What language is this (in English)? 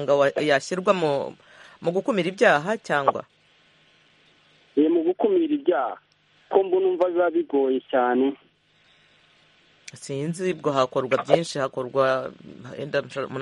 Kinyarwanda